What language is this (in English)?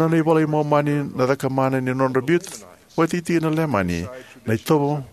Fijian